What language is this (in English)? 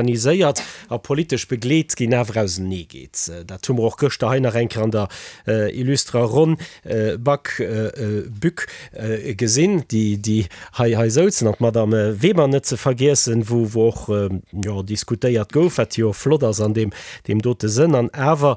Luxembourgish